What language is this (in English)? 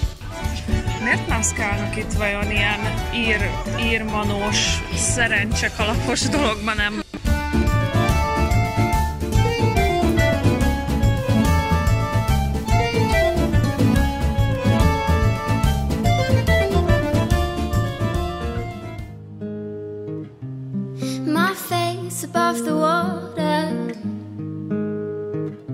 Hungarian